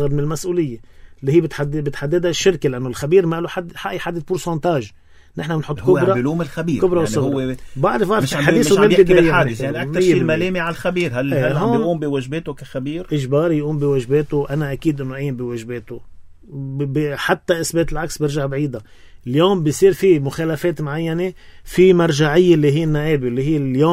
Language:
North Levantine Arabic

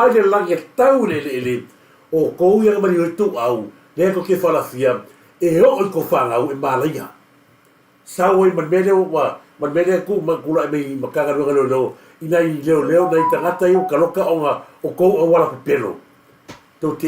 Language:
Samoan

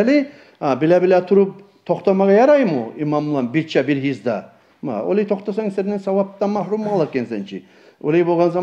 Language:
Kumyk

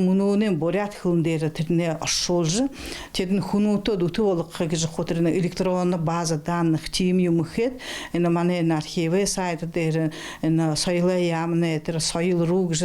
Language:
Buriat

